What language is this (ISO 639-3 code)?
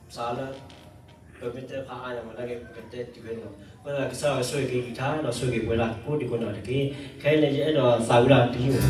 ksw